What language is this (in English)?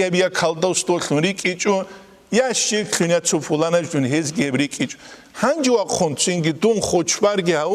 Avaric